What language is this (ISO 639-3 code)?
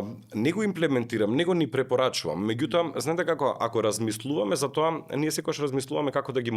mkd